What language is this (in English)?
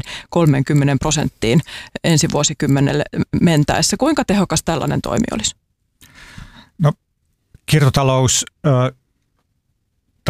Finnish